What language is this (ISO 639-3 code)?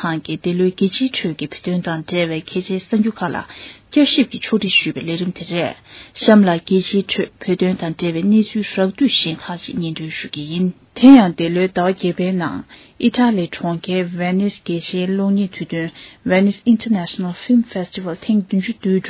bod